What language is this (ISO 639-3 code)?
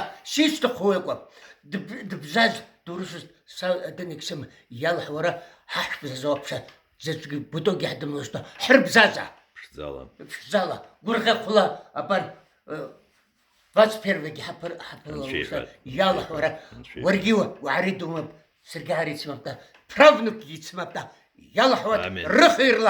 abk